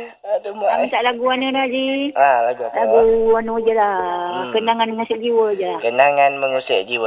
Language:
Malay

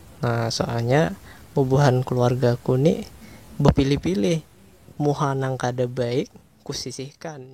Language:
Banjar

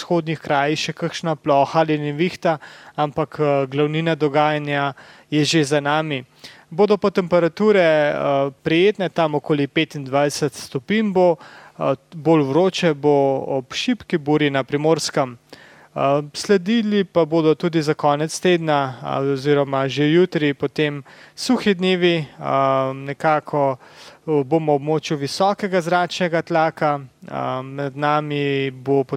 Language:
Slovenian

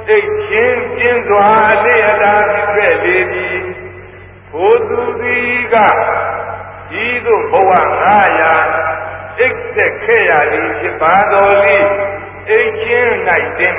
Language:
Burmese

